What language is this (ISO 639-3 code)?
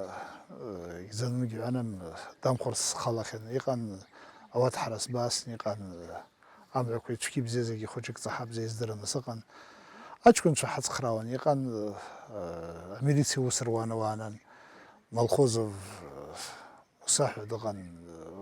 abk